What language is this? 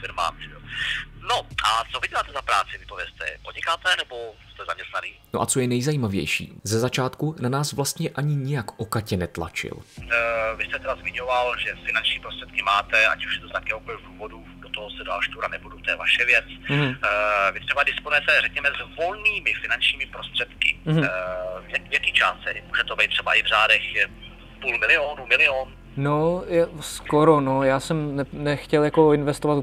Czech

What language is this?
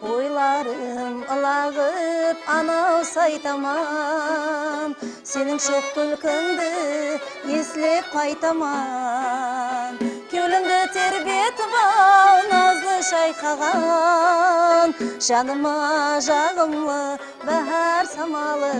Kara-Kalpak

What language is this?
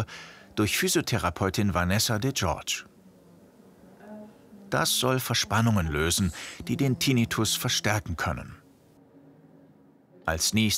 German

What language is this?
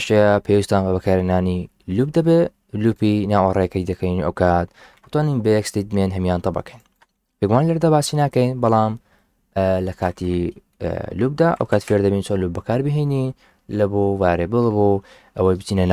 Central Kurdish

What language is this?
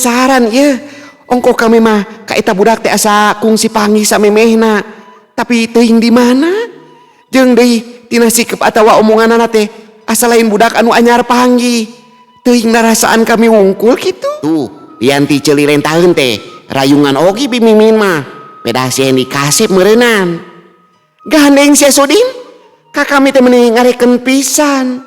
Sundanese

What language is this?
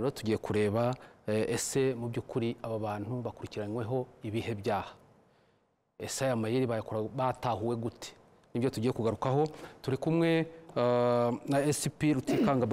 Kinyarwanda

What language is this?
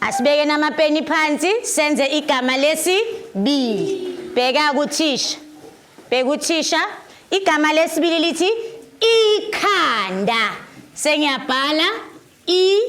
Zulu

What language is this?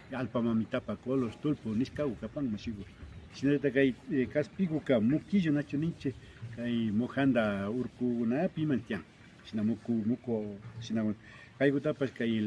Imbabura Highland Quichua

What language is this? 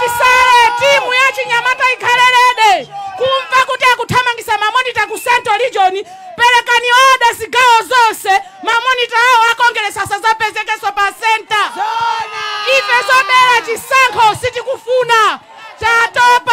Nyanja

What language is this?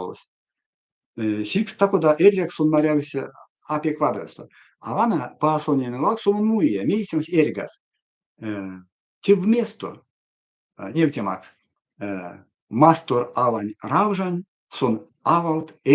Erzya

